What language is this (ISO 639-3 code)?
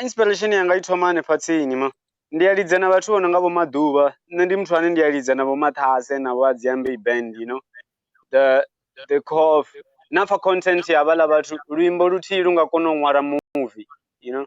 ven